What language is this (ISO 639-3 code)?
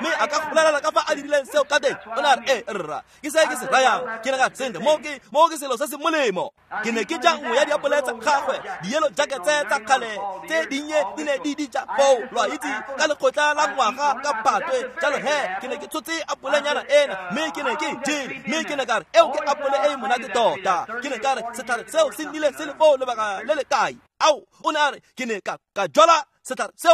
tsn